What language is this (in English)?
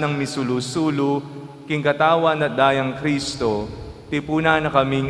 Pampanga